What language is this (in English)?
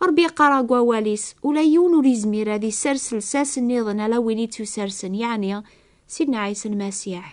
Kabyle